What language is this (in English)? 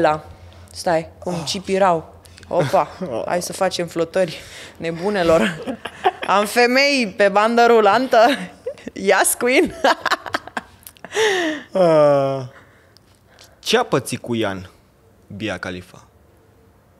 Romanian